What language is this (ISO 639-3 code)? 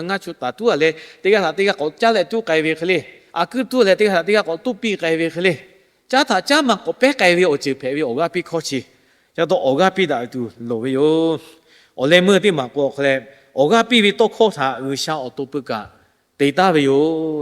lhu